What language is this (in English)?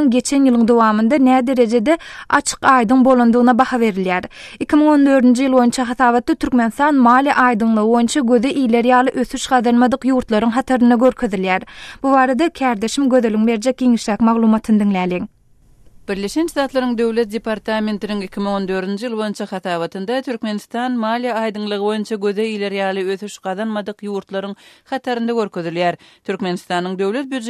Turkmen